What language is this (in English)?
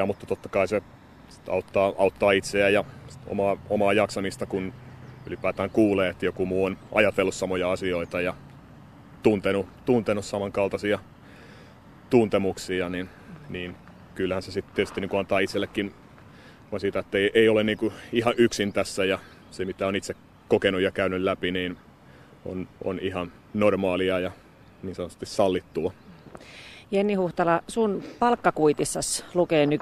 Finnish